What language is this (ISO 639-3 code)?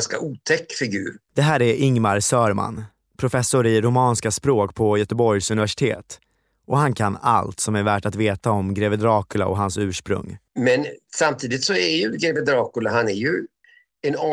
swe